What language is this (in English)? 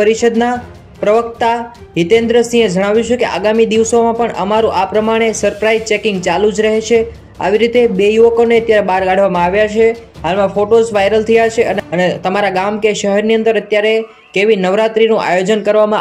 Gujarati